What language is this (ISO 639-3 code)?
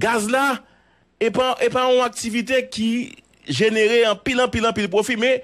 hat